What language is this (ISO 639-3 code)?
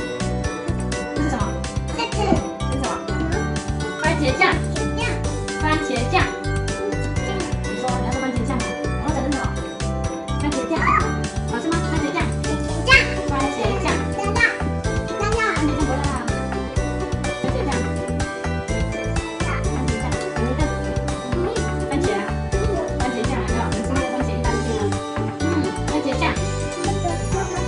zho